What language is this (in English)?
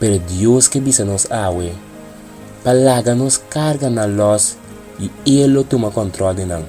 Papiamento